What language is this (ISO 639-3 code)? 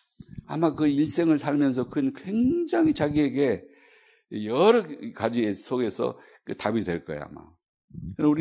kor